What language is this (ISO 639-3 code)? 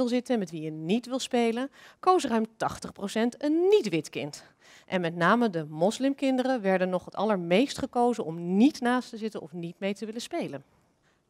nld